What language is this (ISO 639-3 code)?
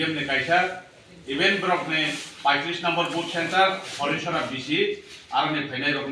trp